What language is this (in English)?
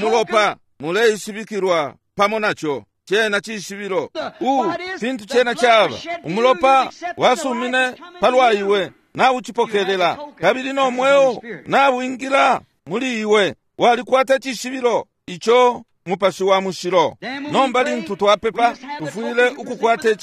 Bemba